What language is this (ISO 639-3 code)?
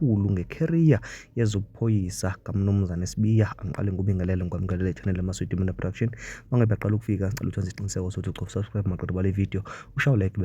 zul